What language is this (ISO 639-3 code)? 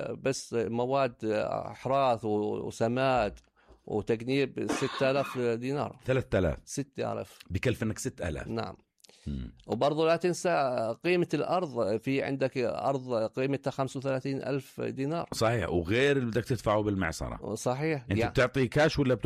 apc